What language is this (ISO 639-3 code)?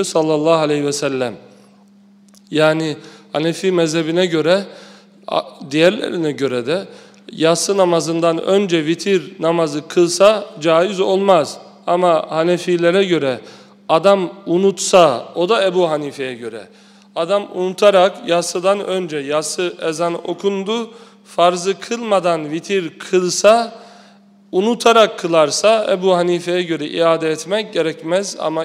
tur